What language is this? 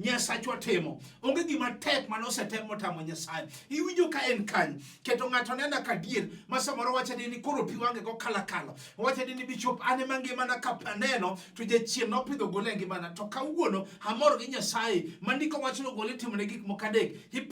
Luo (Kenya and Tanzania)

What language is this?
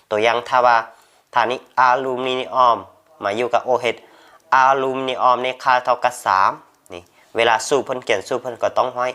Lao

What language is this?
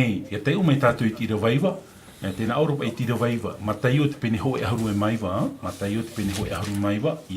Tahitian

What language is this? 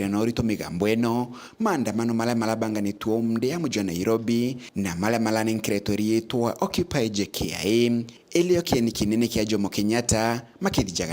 Meru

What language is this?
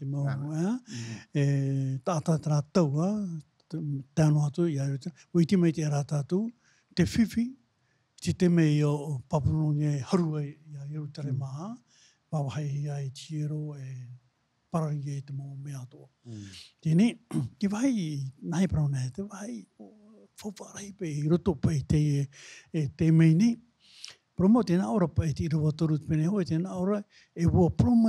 Tahitian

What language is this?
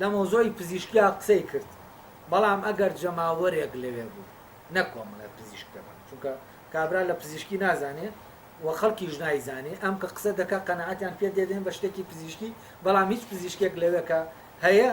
Central Kurdish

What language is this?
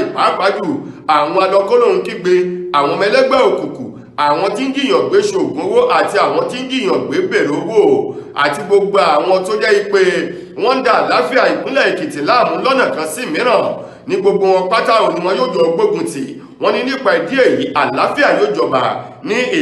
Yoruba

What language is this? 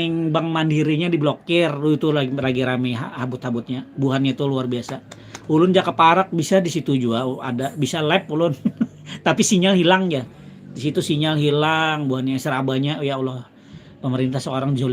Banjar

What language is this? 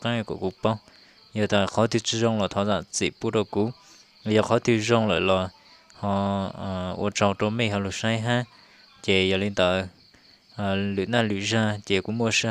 Hmong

